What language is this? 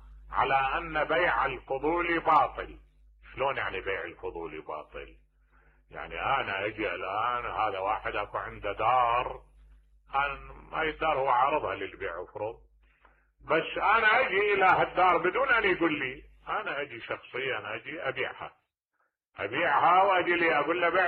Mesopotamian Arabic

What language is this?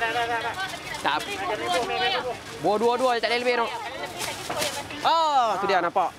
Malay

